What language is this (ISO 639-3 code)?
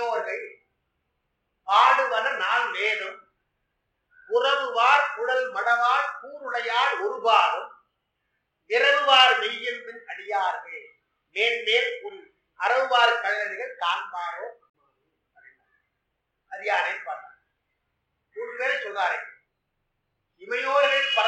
tam